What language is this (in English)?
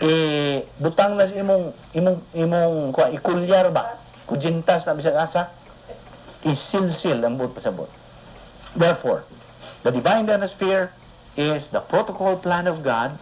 Cebuano